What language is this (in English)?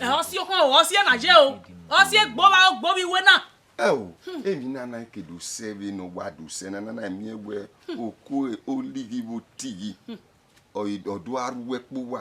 Bini